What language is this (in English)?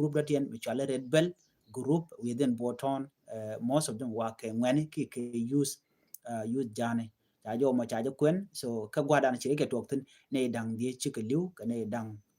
Nuer